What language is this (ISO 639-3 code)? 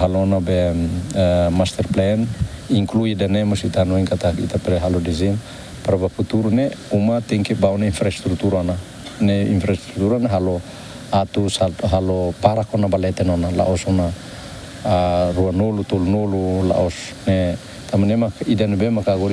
tet